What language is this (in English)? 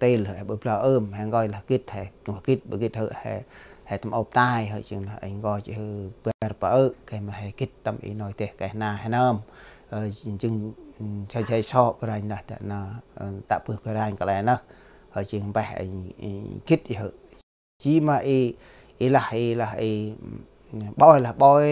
Central Mnong